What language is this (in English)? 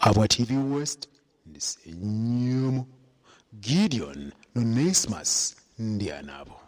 Nyankole